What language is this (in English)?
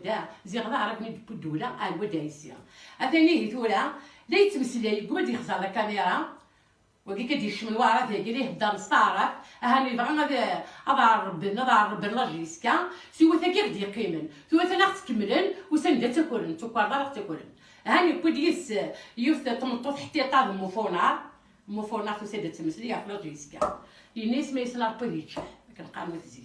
Kabyle